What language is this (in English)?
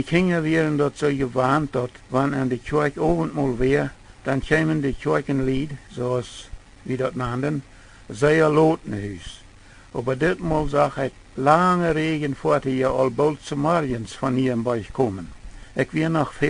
Plautdietsch